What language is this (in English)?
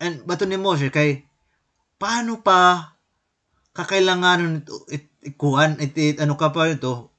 Waray